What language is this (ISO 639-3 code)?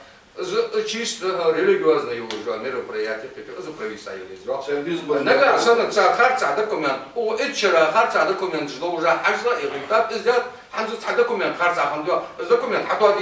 inh